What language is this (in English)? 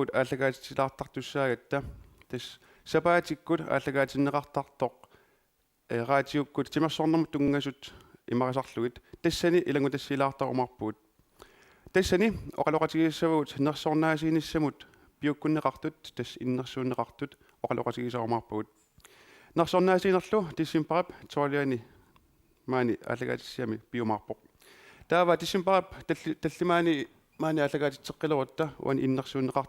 Kalaallisut